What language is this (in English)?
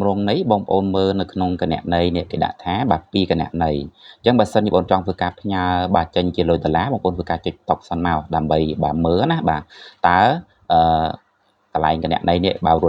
Khmer